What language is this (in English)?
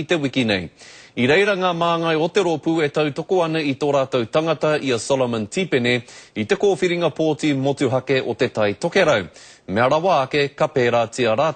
Māori